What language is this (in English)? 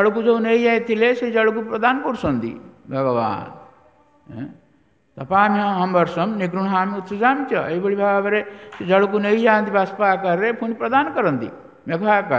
Odia